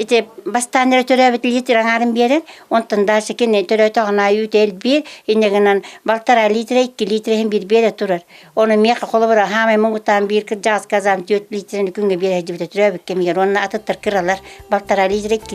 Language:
Yakut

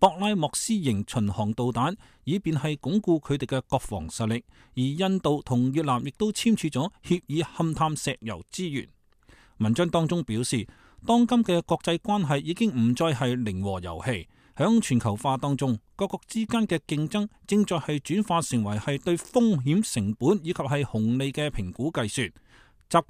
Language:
Cantonese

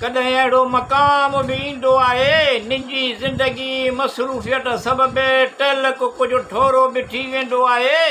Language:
Sindhi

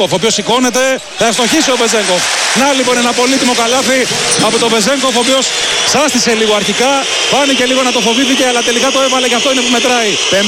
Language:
Greek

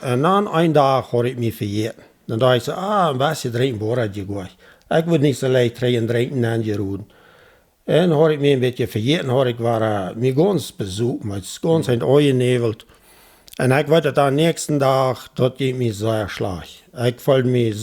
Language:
Plautdietsch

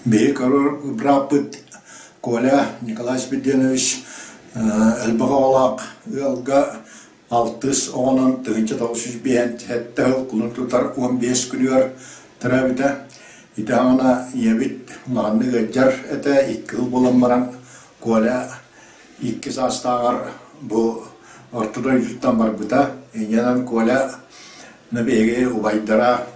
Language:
Yakut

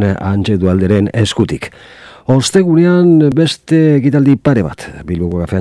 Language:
Basque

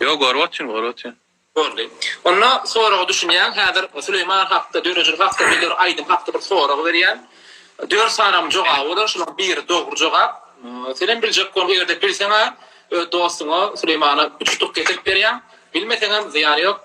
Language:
Turkmen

